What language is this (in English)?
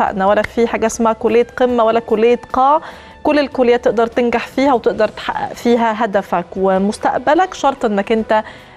Egyptian Arabic